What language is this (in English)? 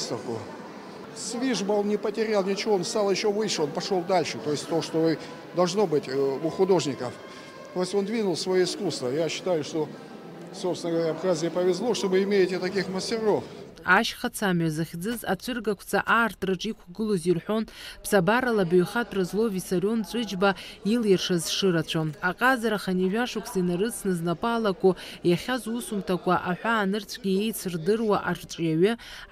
Abkhazian